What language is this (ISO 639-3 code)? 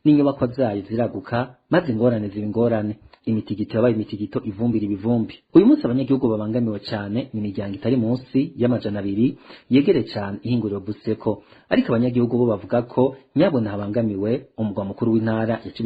run